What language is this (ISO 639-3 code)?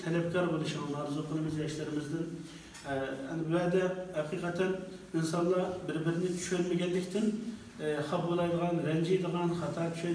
uig